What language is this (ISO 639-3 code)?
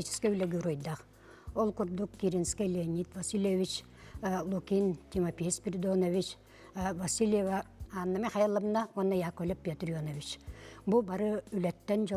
sah